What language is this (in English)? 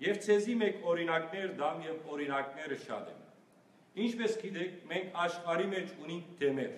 Western Armenian